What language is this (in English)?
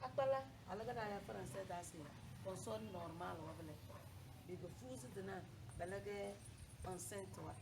Tem